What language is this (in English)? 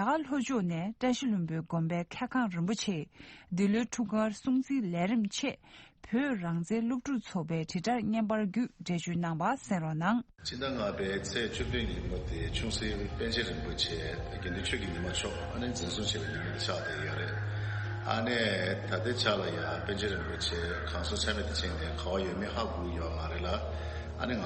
Tibetan